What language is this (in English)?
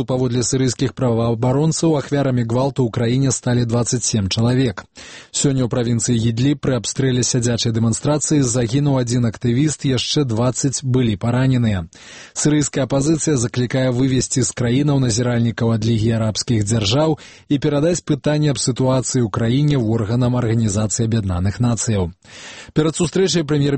Belarusian